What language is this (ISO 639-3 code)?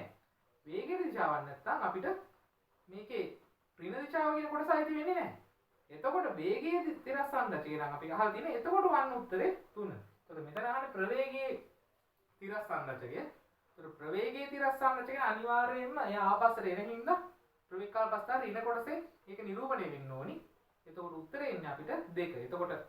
sin